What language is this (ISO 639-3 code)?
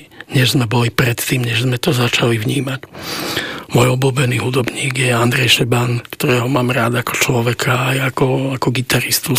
slk